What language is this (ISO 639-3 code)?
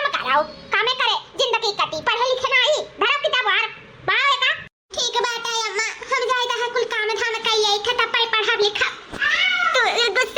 awa